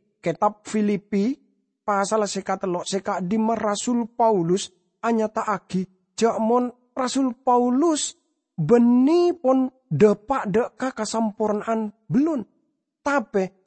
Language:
Madurese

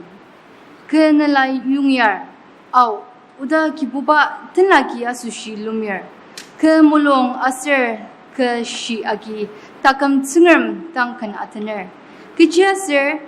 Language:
Ao Naga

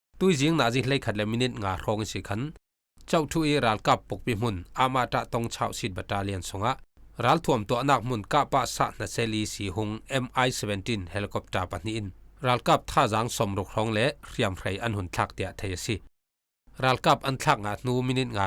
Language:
Falam Chin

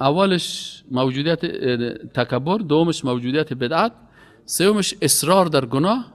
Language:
Persian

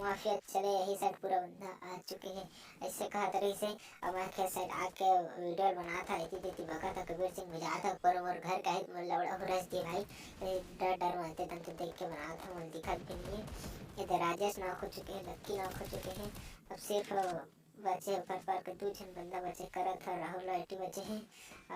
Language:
Chhattisgarhi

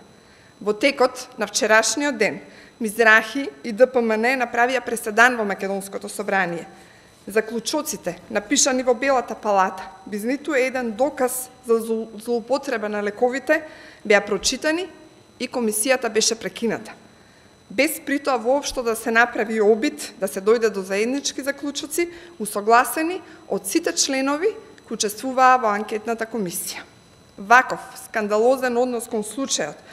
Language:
Macedonian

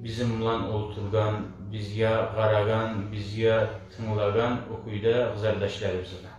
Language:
Kumyk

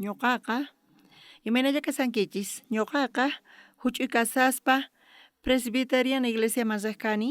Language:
South Bolivian Quechua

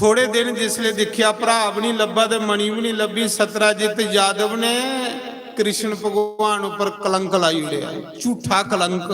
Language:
Dogri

